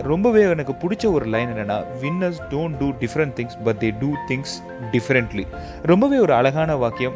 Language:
Tamil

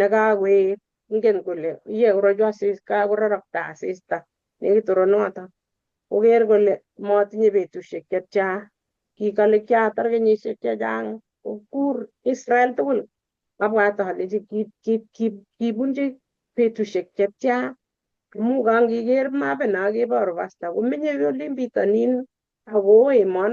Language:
Kalenjin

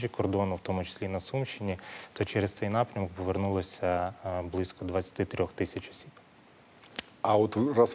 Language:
Ukrainian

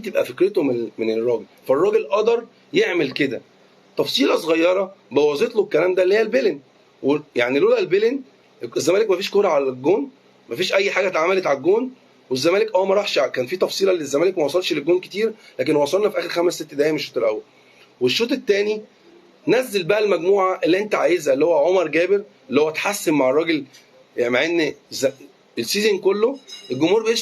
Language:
Egyptian Arabic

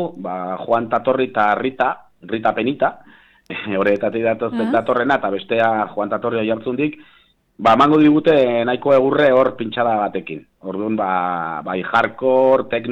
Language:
Basque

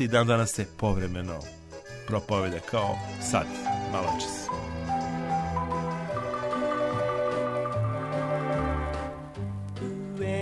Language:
Serbian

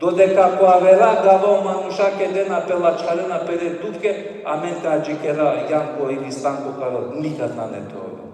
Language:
Balkan Romani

